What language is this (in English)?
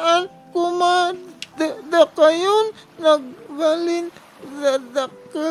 Iloko